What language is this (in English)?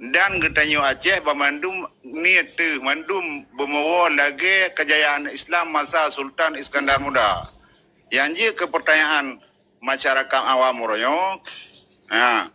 Achinese